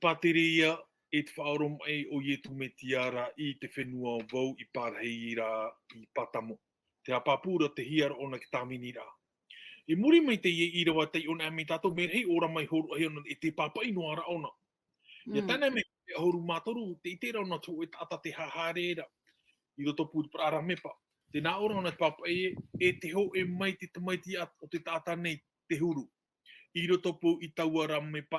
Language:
Tahitian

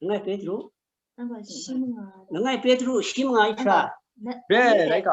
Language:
Kachin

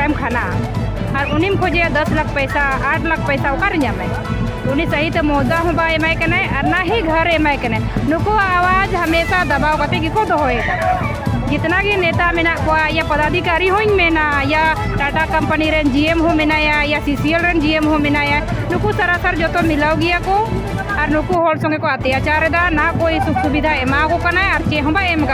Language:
Santali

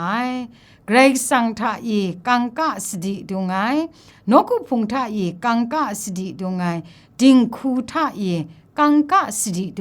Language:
Kachin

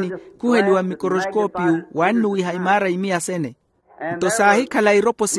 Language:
Makhuwa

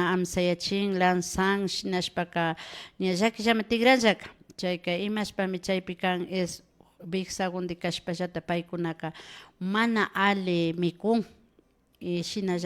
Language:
Imbabura Highland Quichua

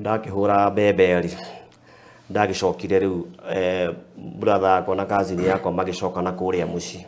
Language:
Kikuyu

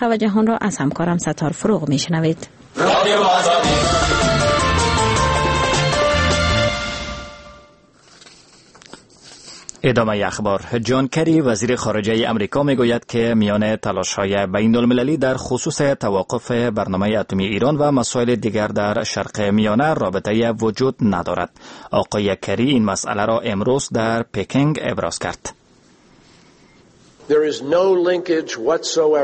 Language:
Persian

